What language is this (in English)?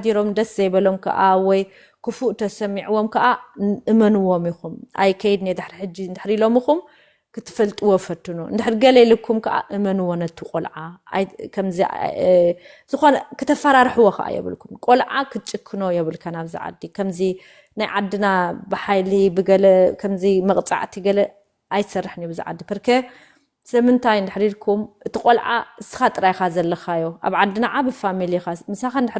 Tigrinya